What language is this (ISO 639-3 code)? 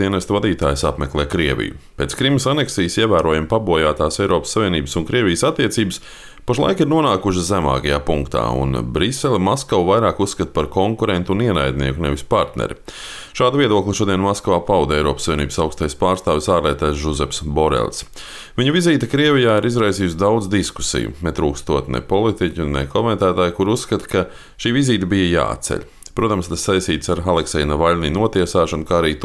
lav